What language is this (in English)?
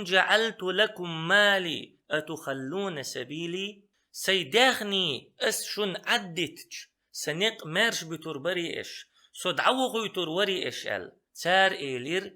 Chechen